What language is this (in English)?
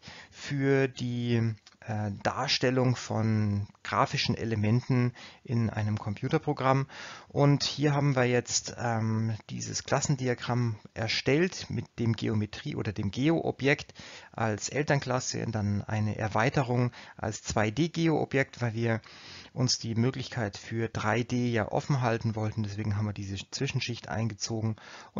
German